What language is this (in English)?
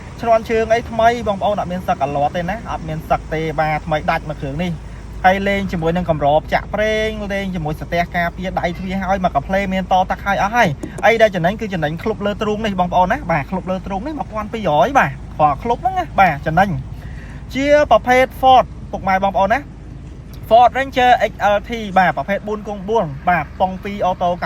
Khmer